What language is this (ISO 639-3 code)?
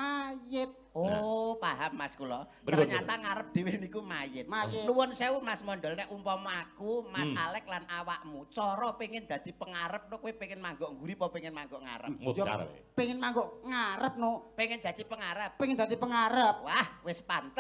jav